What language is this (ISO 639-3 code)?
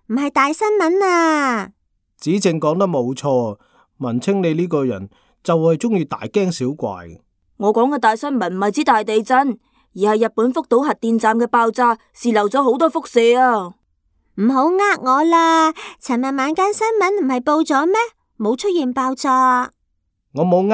yue